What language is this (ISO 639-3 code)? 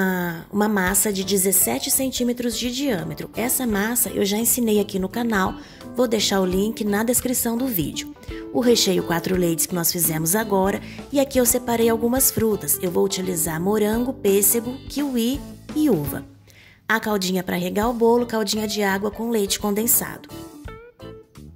por